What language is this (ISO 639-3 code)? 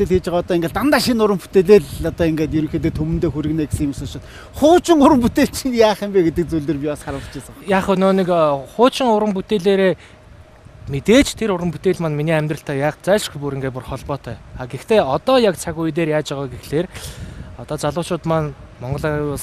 mon